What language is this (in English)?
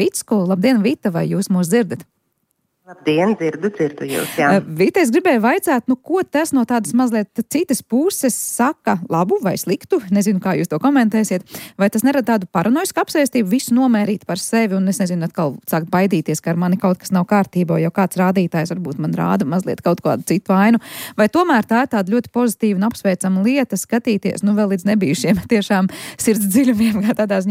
Latvian